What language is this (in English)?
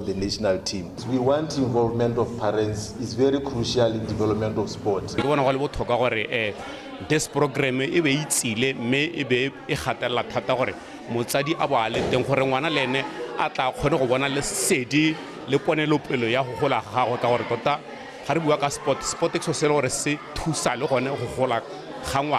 Tswana